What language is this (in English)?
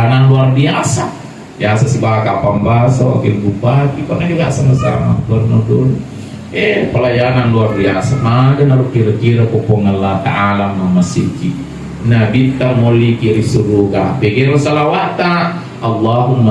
Buginese